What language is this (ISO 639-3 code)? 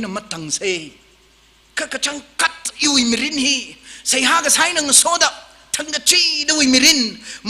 nmf